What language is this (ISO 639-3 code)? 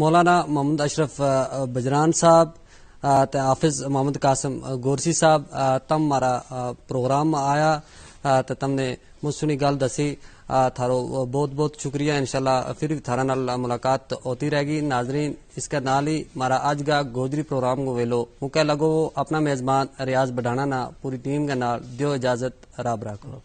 gju